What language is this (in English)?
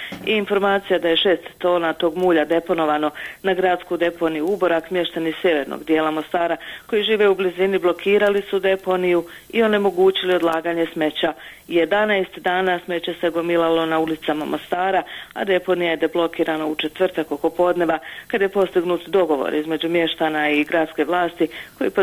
Bosnian